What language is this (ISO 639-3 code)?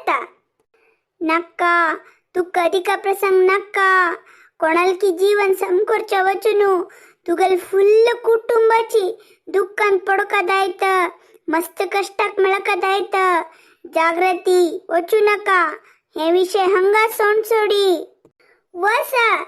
kok